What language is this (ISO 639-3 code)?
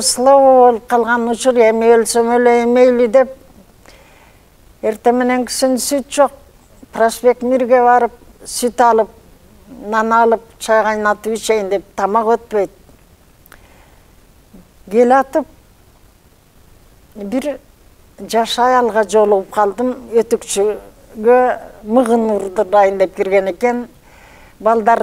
kir